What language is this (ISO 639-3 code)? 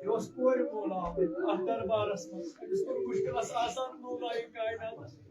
kas